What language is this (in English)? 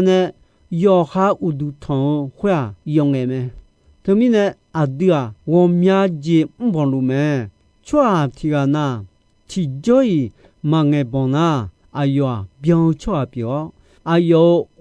Akha